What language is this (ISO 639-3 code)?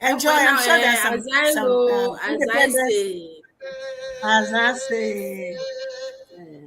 ewe